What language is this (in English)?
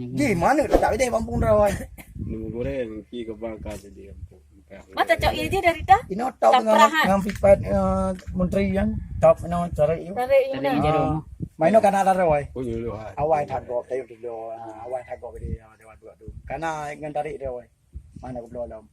Achinese